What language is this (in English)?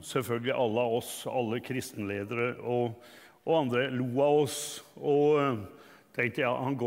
Norwegian